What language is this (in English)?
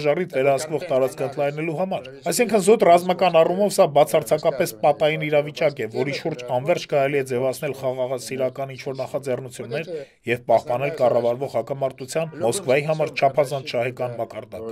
Armenian